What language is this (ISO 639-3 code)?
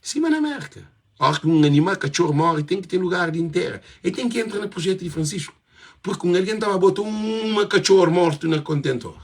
kea